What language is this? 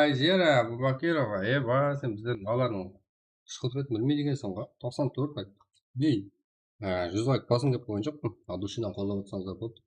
Kara-Kalpak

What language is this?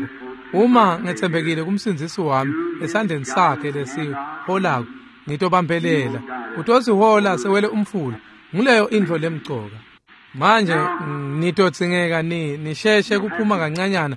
Swati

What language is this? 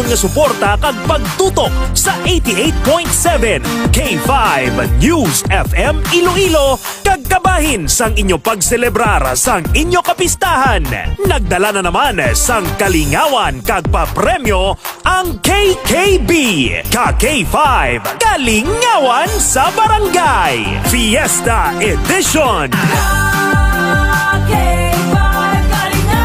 Hiligaynon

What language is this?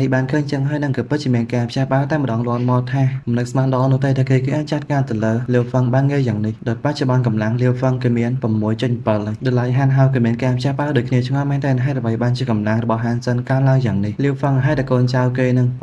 Khmer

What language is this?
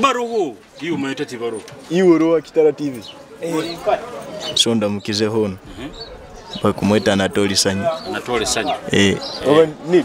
Nyoro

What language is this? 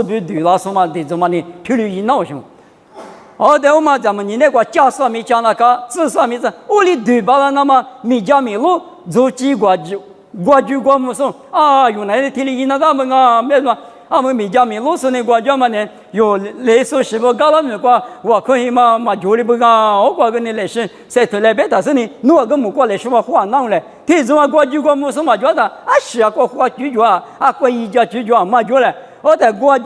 Lisu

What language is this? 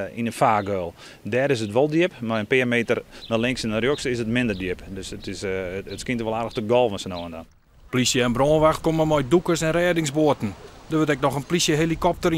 Western Frisian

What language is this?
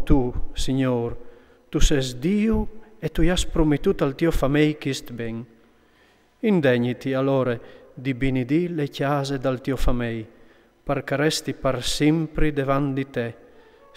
Friulian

